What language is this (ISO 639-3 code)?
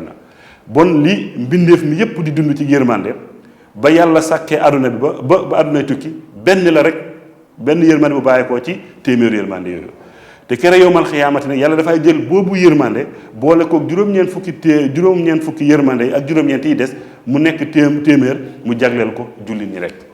wol